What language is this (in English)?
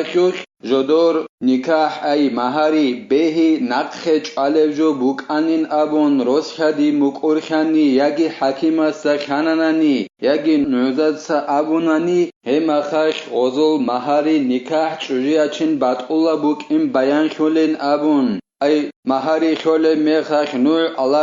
Avaric